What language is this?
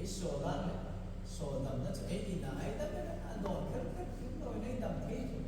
Hmar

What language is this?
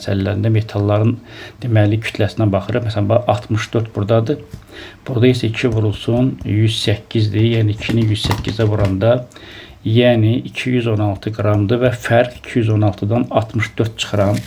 Azerbaijani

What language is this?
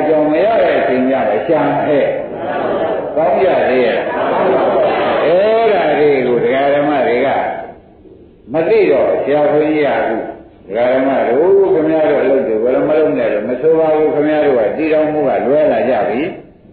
Burmese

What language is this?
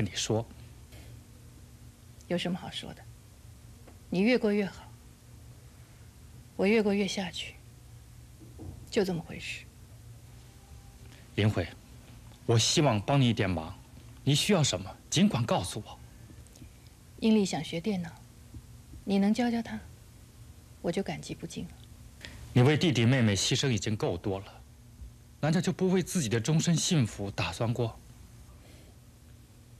Chinese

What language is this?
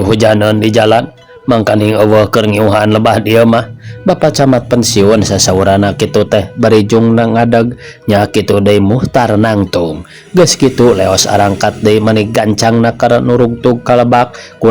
Sundanese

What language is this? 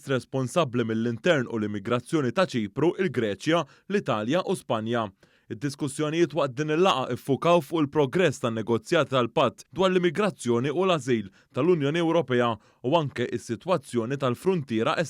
Maltese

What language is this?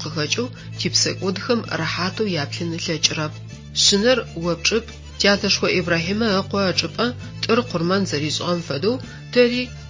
Adyghe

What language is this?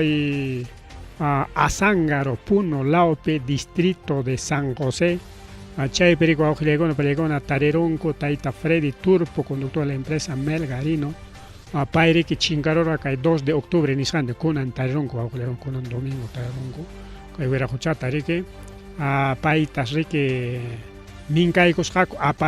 Ayacucho Quechua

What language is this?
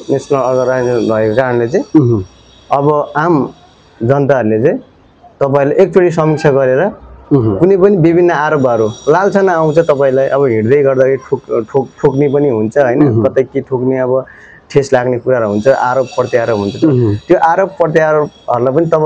Nepali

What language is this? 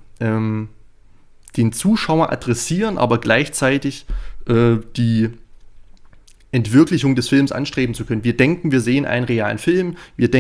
German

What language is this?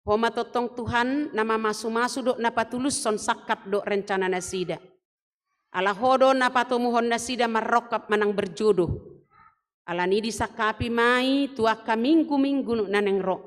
Batak Toba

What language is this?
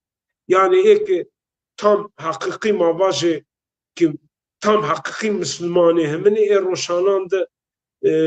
Zaza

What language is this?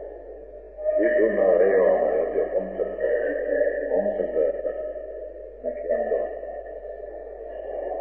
Gujarati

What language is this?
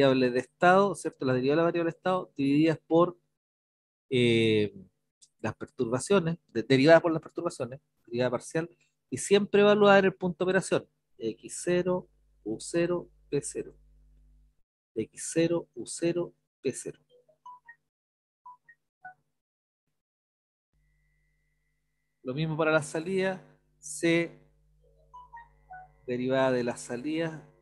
Spanish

